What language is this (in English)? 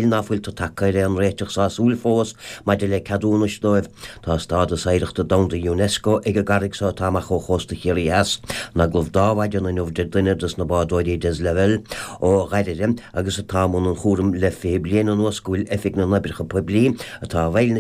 Irish